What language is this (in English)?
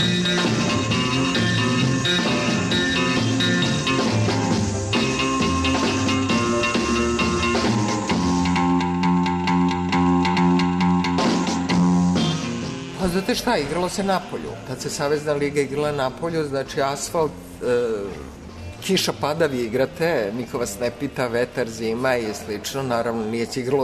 Serbian